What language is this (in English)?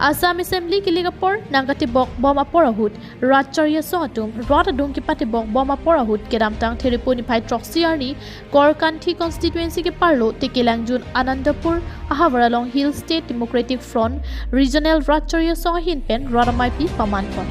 Karbi